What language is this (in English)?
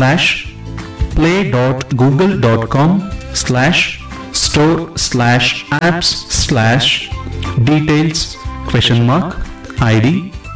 Kannada